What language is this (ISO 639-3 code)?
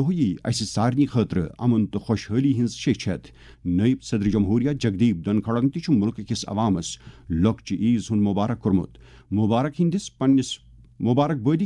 kas